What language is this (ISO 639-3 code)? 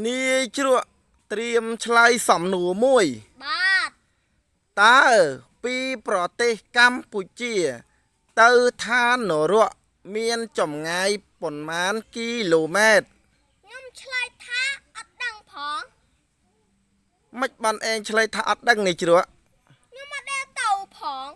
khm